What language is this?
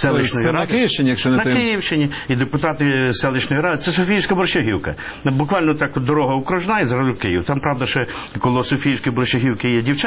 Ukrainian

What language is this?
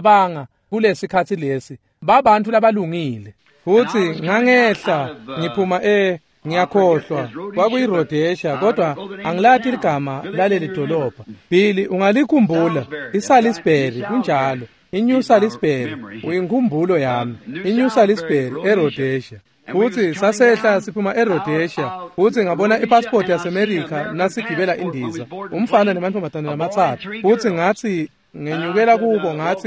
Swati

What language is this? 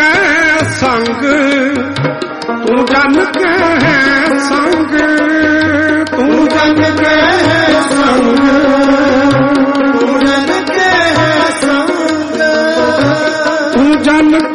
Punjabi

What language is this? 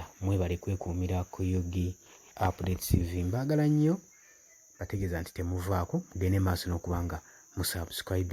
Ganda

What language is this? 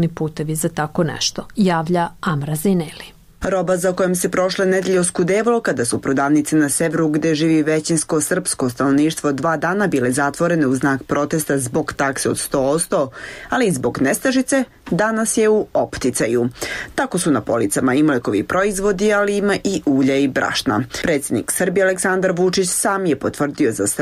Serbian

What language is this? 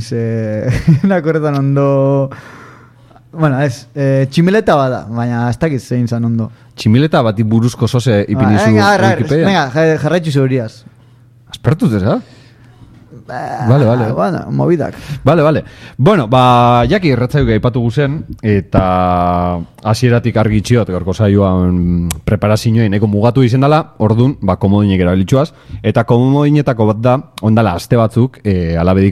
Basque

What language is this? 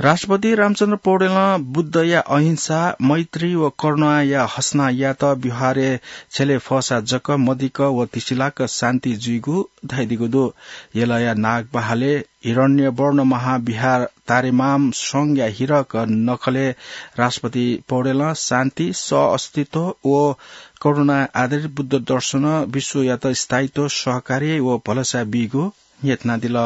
Newari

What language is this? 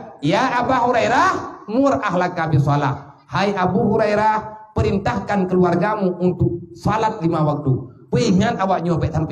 Achinese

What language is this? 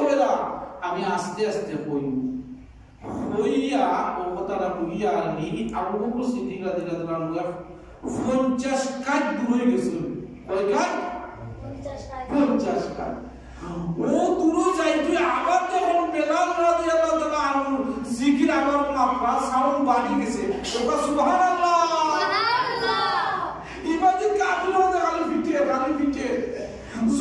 Sylheti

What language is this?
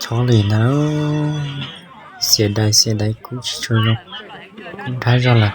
Hmong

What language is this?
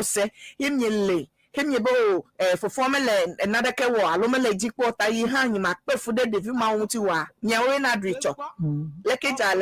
Ewe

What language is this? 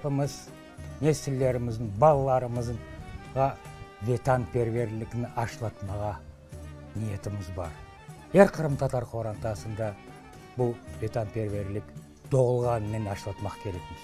Crimean Tatar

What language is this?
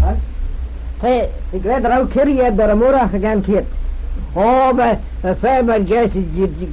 Manx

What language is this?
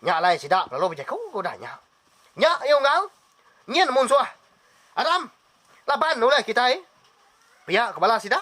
Iban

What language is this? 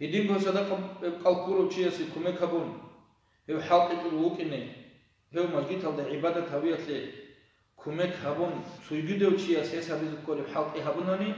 Avaric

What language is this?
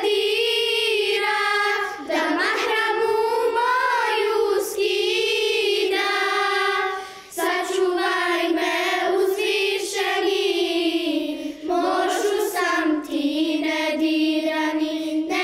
Bosnian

